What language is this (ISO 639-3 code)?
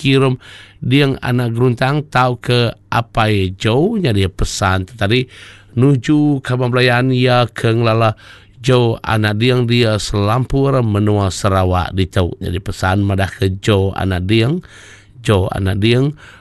iba